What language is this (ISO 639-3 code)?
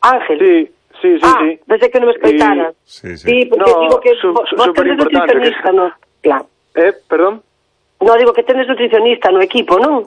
glg